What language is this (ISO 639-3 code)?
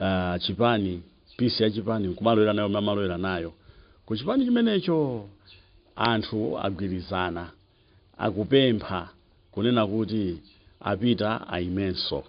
nya